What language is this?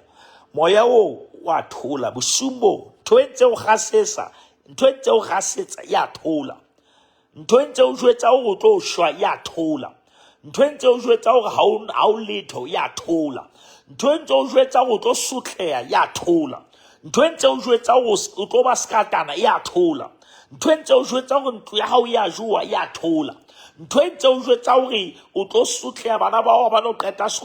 Southern Sotho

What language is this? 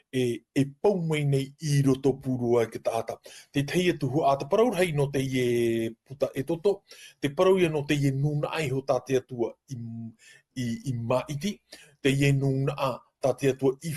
Tahitian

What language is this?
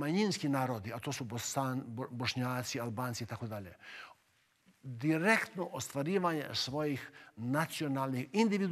Bosnian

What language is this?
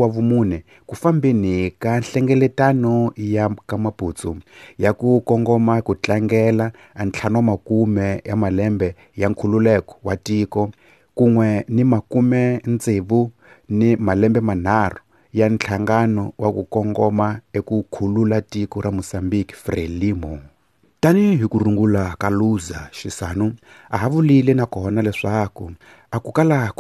Tsonga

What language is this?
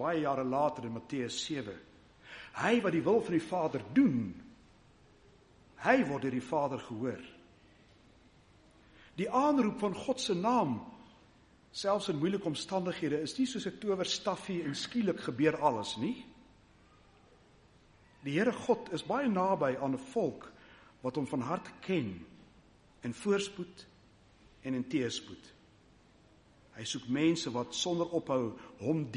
Afrikaans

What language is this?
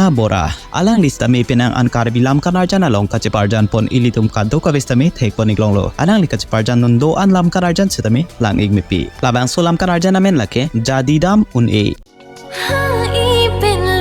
Karbi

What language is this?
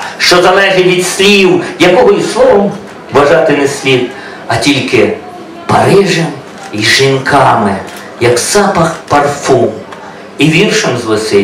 Ukrainian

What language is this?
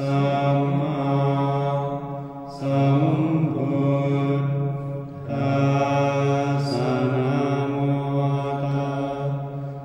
Pali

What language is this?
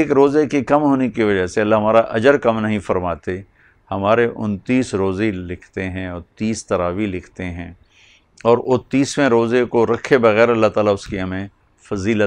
Urdu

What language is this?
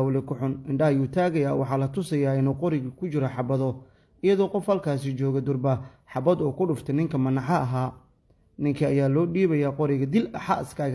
Somali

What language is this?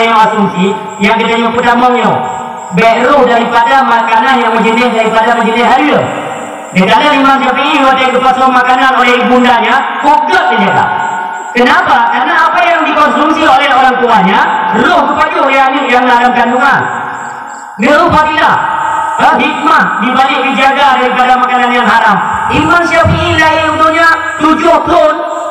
Achinese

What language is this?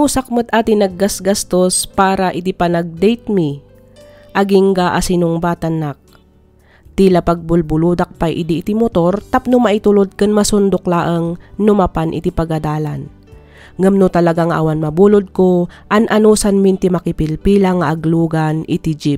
Iloko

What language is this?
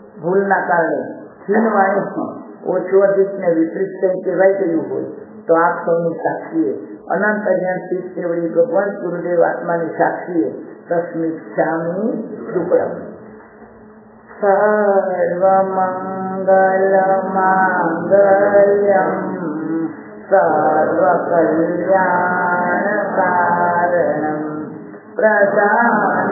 Gujarati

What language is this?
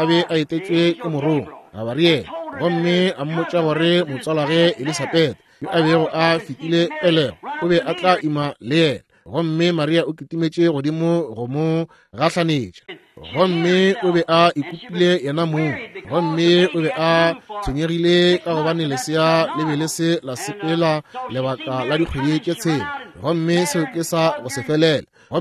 Northern Sotho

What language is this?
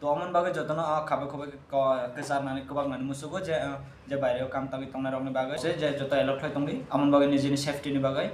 Kok Borok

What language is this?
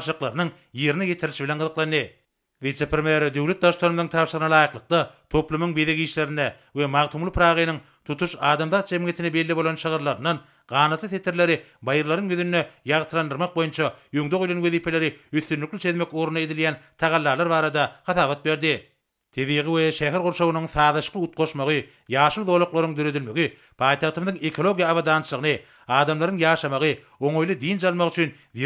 Turkmen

